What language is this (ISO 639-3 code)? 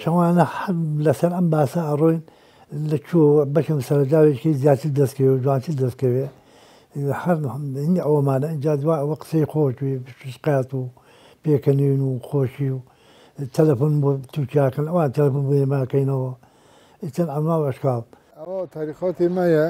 ckb